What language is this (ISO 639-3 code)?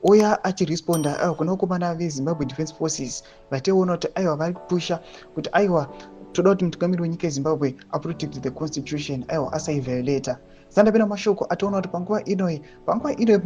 sna